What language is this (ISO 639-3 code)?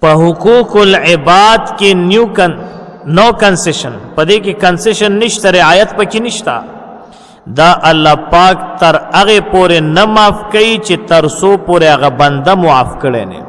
pus